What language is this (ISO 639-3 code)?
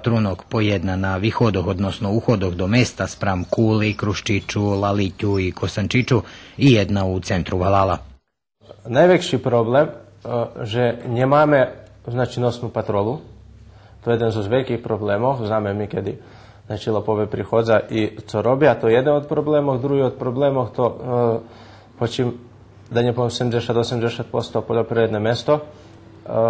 rue